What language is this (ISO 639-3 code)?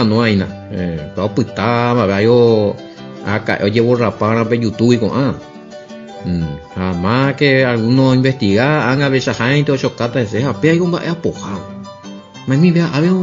grn